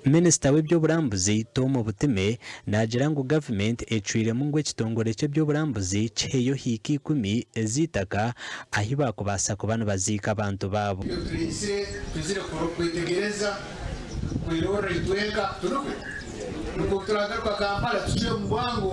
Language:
Nyankole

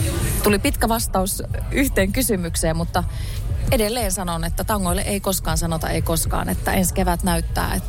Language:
Finnish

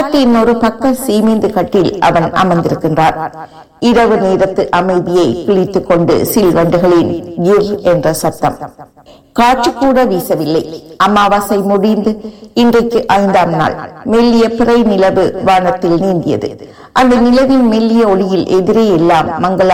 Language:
Tamil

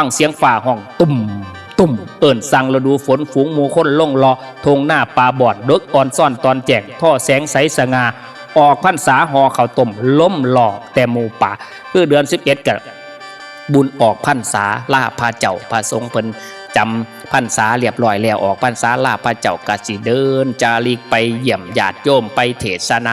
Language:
Northeastern Thai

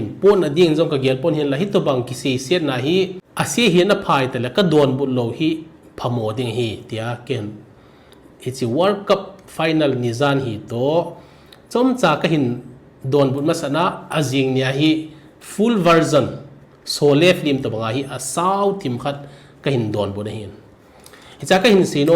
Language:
Thado Chin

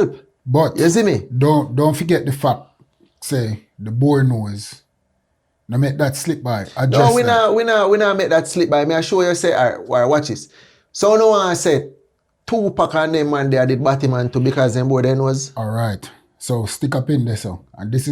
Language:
Jamaican Creole English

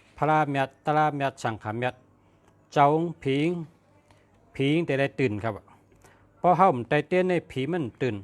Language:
Shan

